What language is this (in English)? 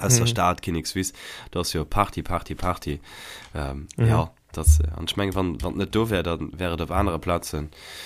Luxembourgish